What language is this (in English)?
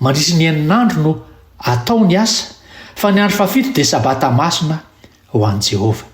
Malagasy